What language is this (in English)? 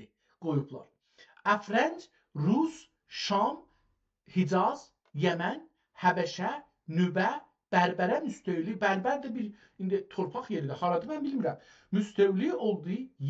South Azerbaijani